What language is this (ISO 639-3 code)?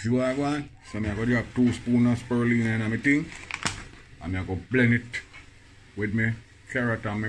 jam